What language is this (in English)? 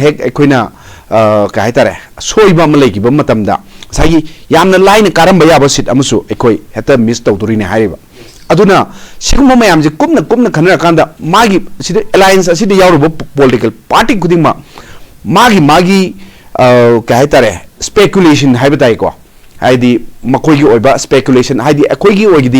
Manipuri